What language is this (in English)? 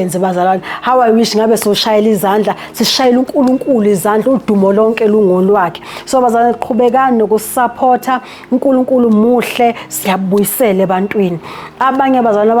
Zulu